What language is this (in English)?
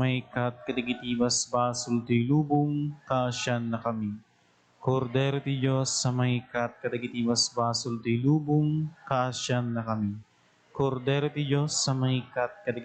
Iloko